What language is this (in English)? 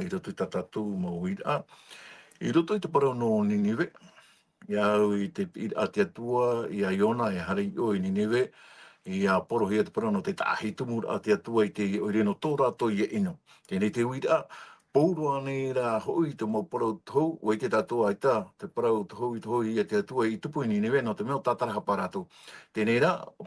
Tahitian